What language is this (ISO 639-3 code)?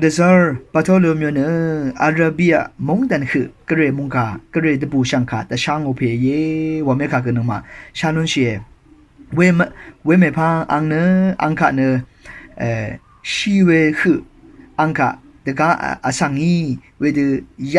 raw